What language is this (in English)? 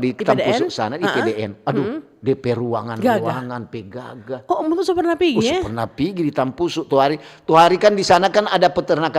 Manado Malay